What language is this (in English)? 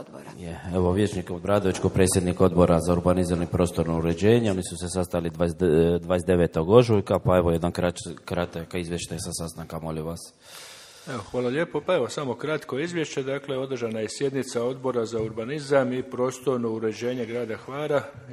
Croatian